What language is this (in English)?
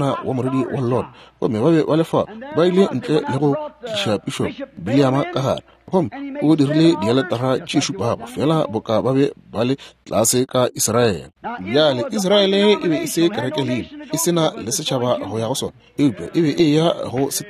Northern Sotho